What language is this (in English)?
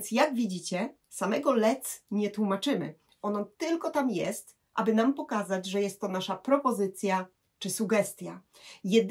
Polish